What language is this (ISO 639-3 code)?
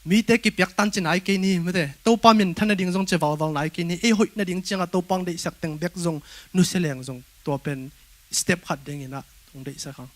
ctd